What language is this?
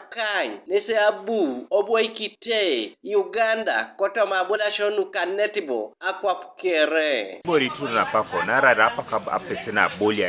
Teso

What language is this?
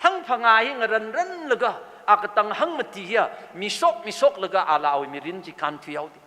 Tangkhul Naga (India)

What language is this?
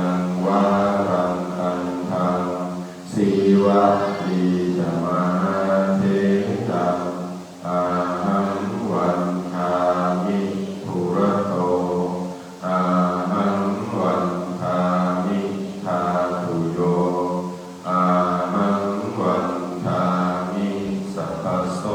Pali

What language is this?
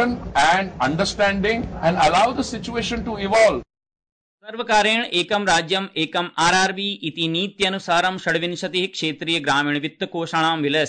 Sanskrit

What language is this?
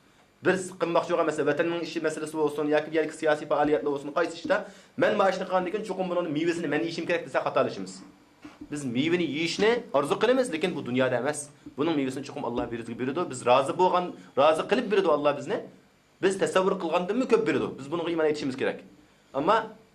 Uyghur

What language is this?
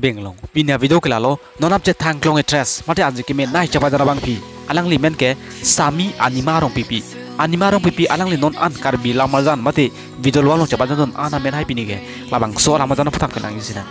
Karbi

